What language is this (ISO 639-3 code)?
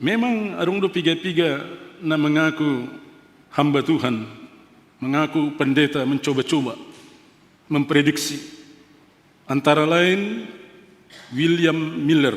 bts